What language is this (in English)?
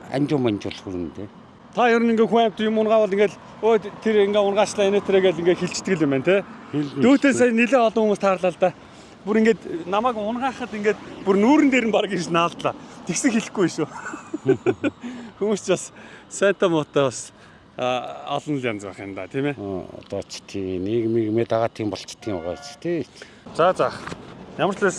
Mongolian